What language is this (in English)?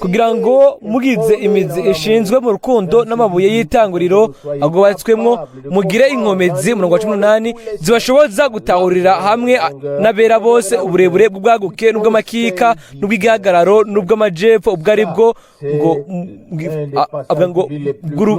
Rundi